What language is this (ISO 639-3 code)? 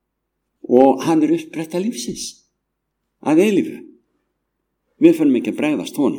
isl